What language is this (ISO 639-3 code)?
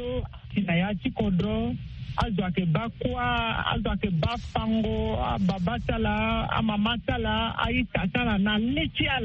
sag